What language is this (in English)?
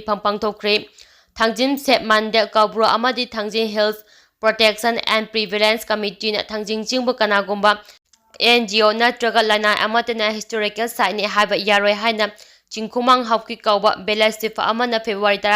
Manipuri